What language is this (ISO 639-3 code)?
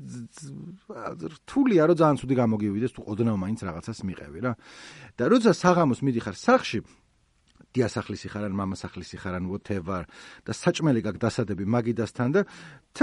kat